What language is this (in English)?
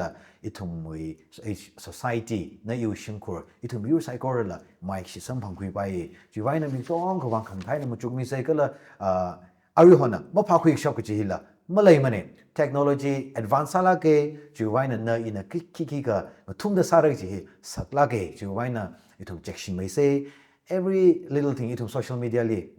Tangkhul Naga (India)